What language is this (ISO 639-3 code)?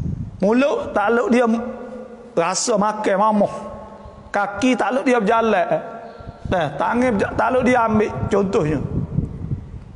msa